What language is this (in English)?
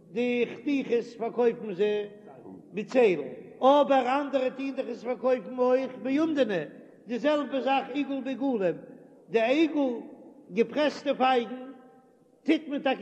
Yiddish